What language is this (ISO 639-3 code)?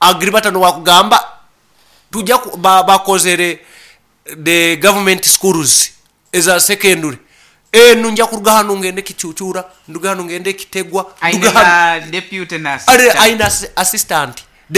nyo